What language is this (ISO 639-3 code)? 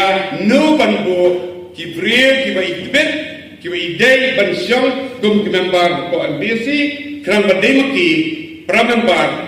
kha